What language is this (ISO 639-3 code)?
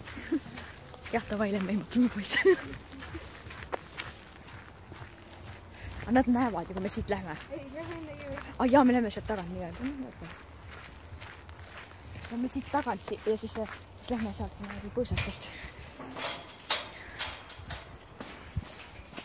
est